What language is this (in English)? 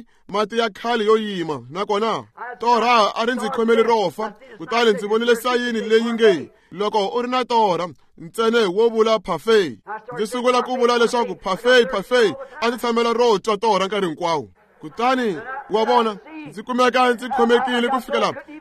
Tsonga